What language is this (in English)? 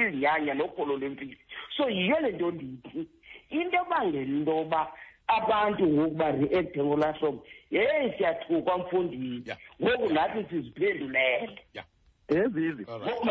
Xhosa